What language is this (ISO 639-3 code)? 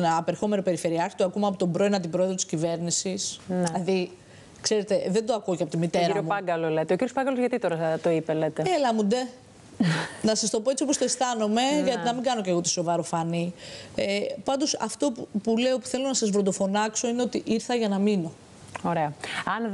ell